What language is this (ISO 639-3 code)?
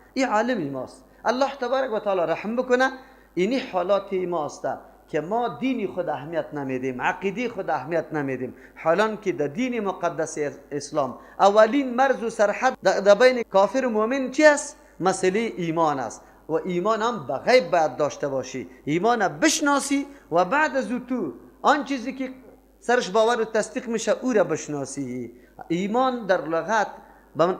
fas